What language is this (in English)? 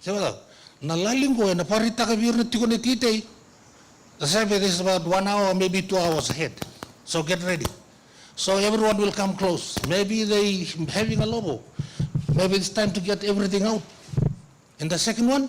Fijian